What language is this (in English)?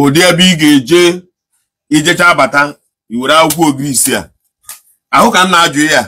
Igbo